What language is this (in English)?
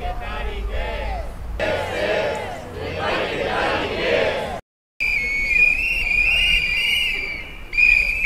Basque